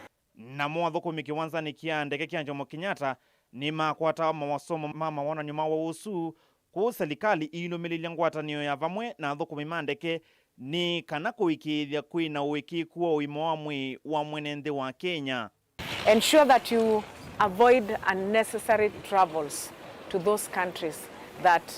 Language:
Kamba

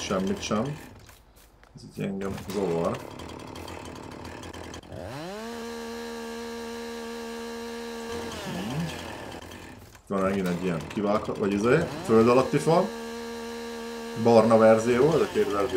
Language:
Hungarian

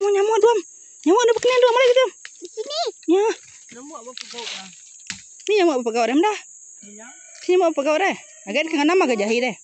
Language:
Iban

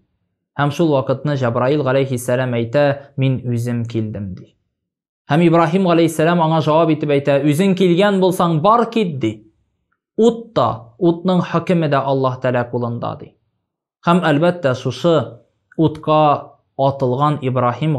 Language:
Tatar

